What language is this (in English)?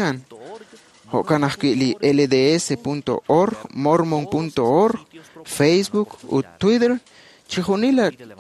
Kekchí